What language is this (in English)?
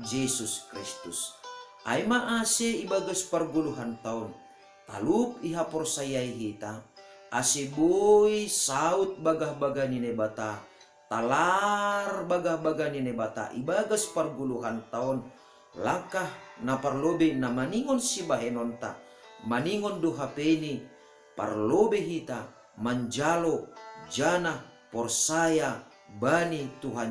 Batak Simalungun